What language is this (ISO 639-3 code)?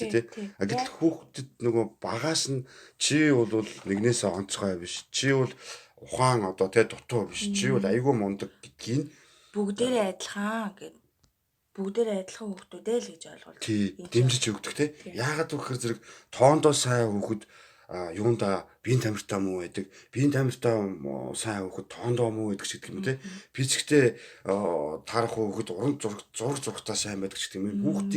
mon